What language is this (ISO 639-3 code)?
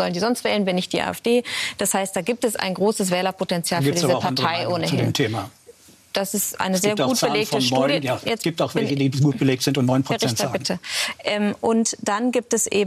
deu